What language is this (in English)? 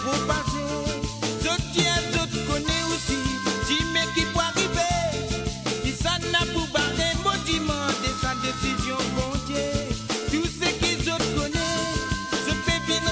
Morisyen